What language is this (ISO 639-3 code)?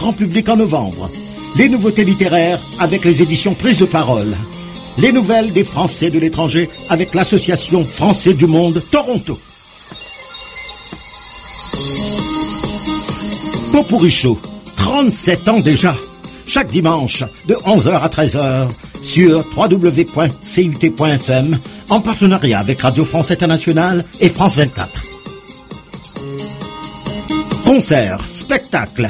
fra